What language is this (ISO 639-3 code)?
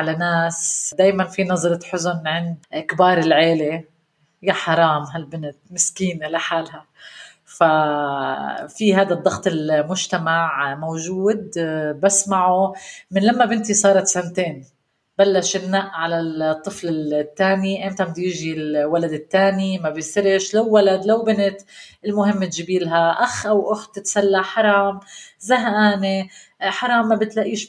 apc